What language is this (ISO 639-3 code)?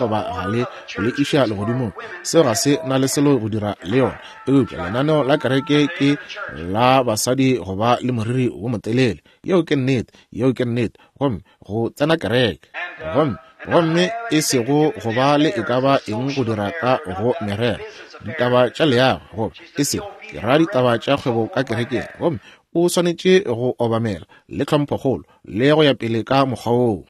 nso